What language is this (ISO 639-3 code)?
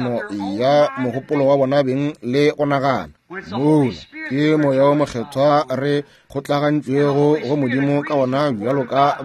nso